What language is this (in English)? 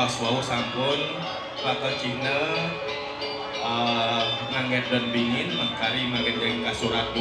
Balinese